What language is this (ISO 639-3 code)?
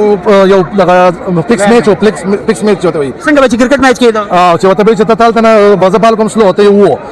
pus